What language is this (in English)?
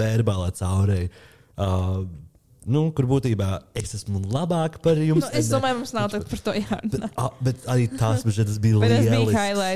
Latvian